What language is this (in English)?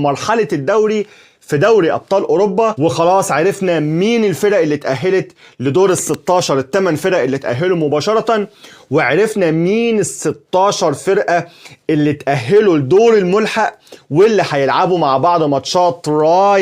Egyptian Arabic